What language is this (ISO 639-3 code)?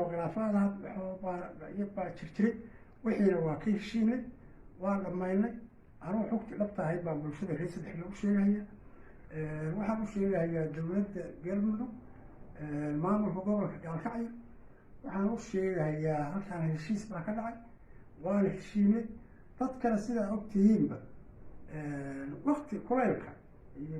som